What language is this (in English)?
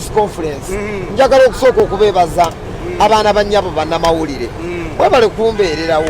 Ganda